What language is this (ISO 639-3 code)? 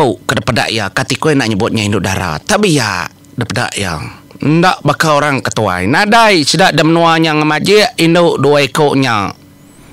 iba